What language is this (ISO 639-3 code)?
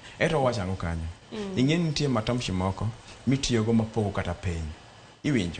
luo